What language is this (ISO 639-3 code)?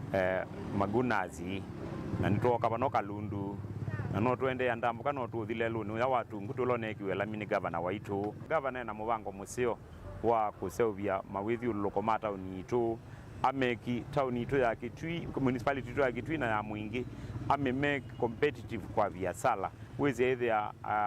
kam